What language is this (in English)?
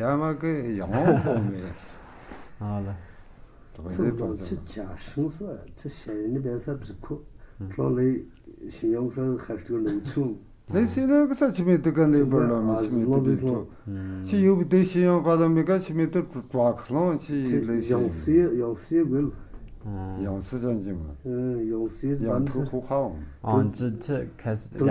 Tu